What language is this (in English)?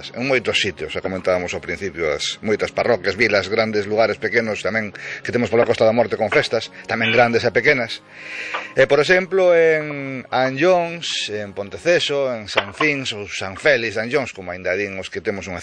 Galician